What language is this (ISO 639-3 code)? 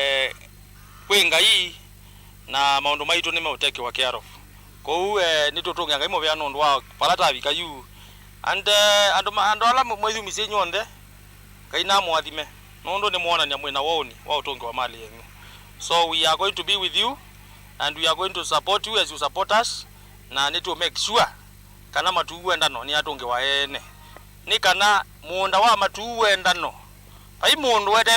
kam